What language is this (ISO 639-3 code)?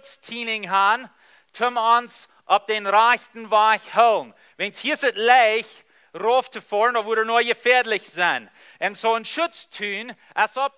pdt